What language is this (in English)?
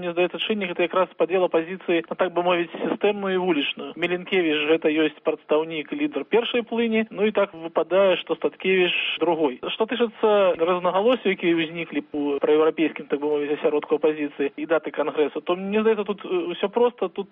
Belarusian